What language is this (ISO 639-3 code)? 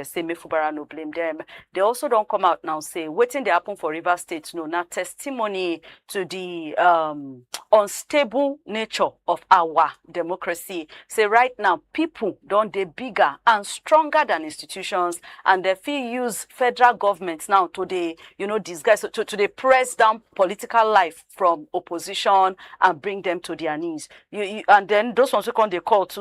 pcm